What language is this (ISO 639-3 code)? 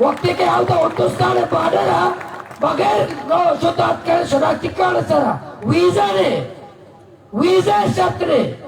bal